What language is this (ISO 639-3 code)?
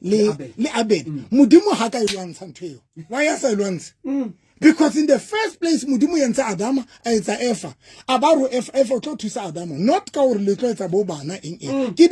sot